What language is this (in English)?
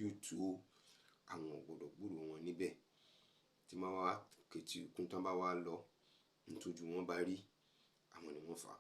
Yoruba